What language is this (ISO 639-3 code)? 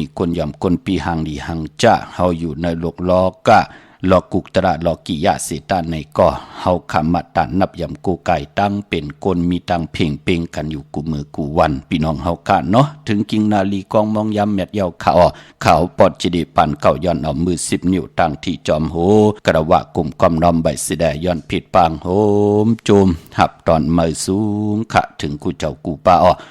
shn